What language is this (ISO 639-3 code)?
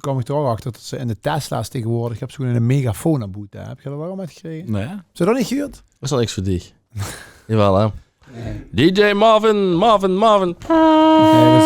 lim